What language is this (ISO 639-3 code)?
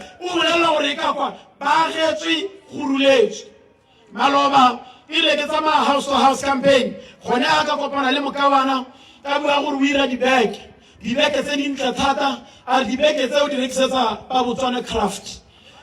tsn